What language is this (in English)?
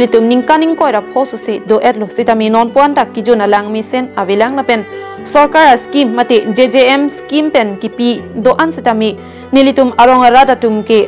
Karbi